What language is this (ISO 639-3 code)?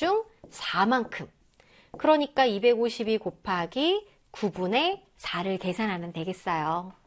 kor